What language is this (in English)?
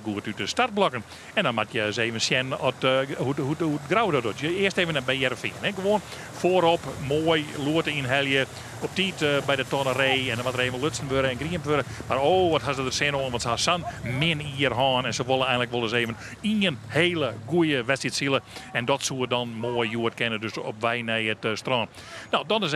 Western Frisian